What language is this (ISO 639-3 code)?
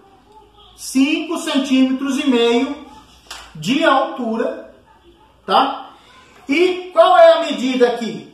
por